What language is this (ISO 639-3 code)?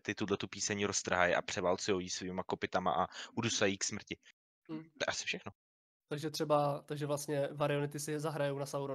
ces